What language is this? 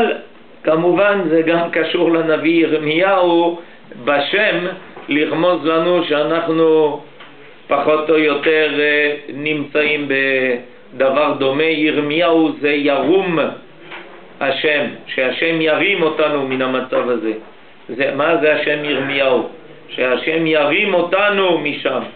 Hebrew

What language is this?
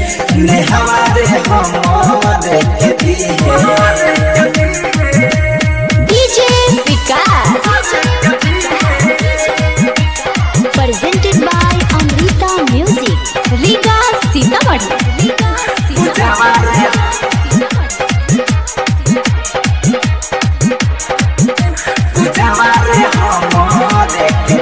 Bhojpuri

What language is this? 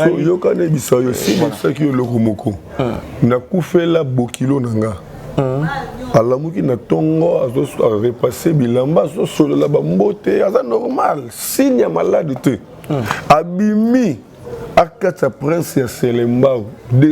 Lingala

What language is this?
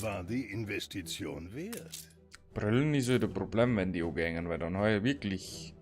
Bavarian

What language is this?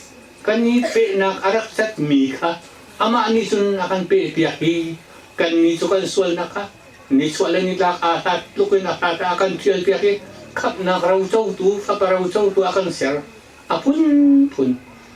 Hakha Chin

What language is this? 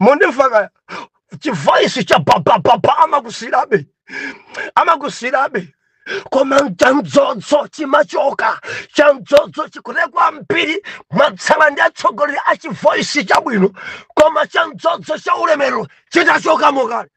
Nyanja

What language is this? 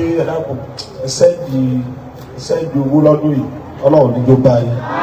Yoruba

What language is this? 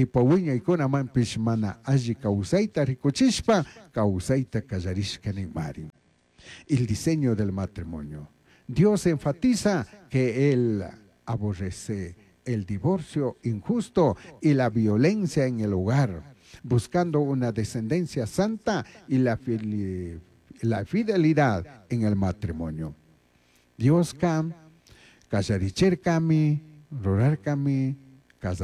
Chimborazo Highland Quichua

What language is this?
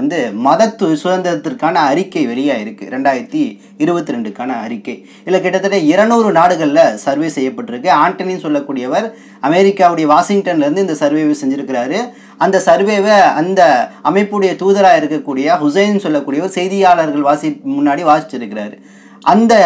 Tamil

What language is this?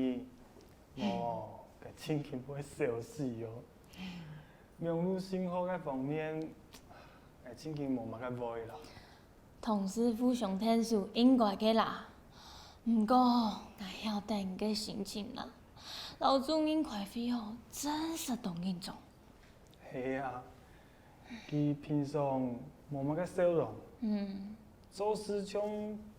Hakka Chinese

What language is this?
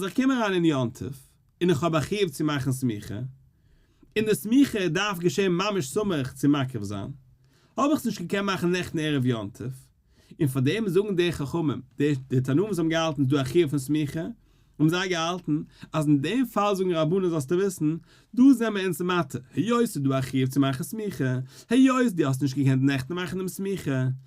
Yiddish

